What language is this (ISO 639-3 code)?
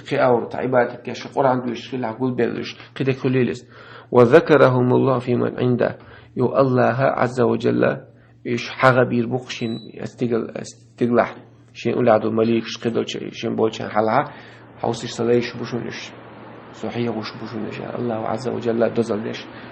che